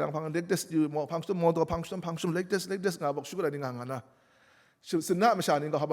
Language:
Kachin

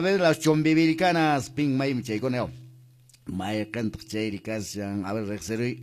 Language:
Quechua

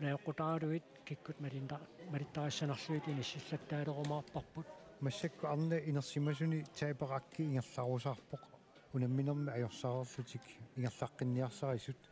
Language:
Kalaallisut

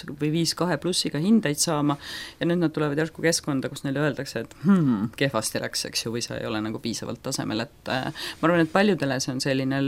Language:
Estonian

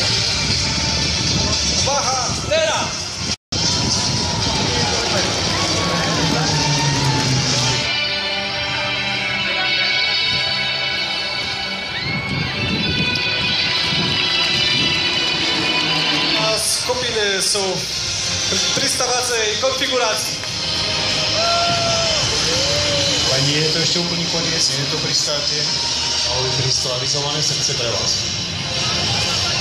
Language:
Slovak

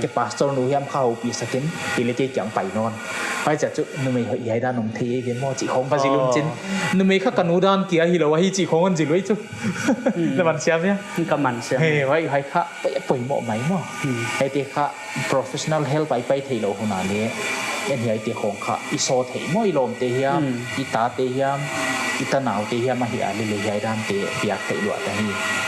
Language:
Paite Chin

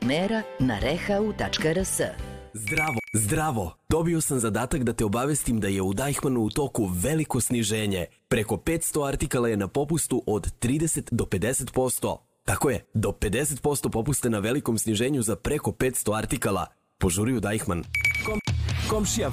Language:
Serbian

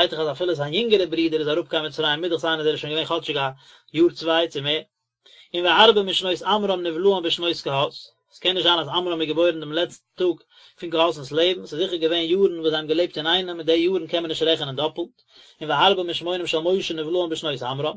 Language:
Yiddish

